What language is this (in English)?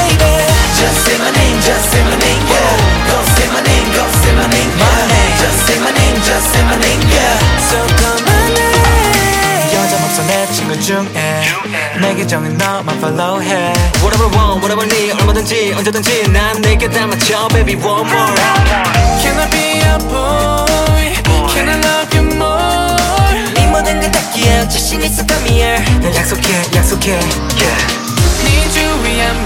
Korean